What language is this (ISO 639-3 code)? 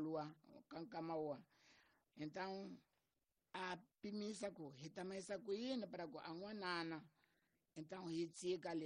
tso